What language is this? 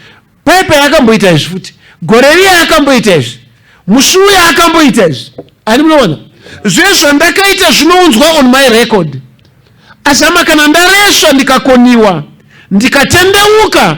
Shona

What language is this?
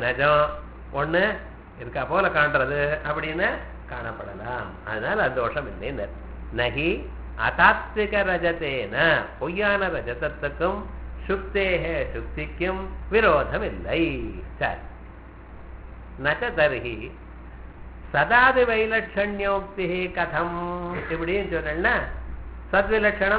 Tamil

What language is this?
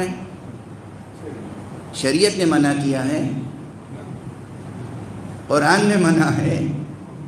Urdu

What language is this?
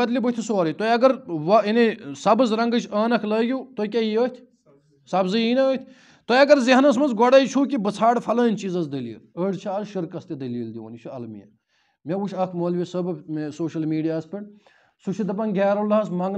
Kashmiri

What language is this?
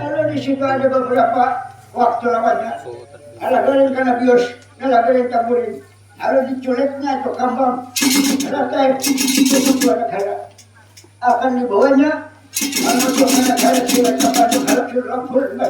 Banjar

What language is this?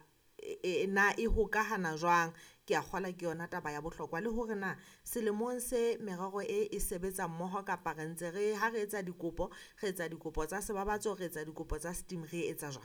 Southern Sotho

